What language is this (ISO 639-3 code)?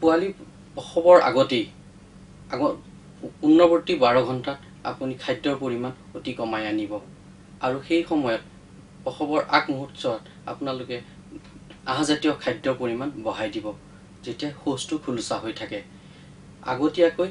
asm